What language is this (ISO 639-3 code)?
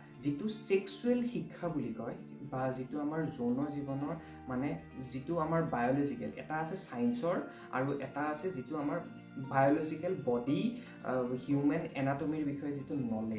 asm